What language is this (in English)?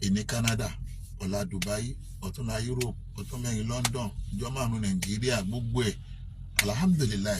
Yoruba